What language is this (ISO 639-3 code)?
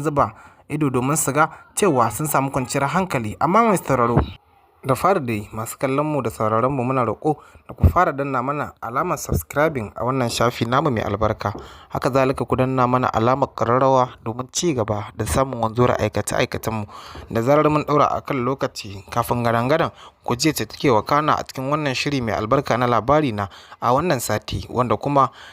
hau